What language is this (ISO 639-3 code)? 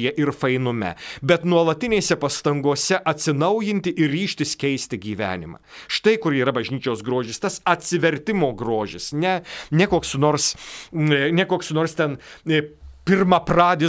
lit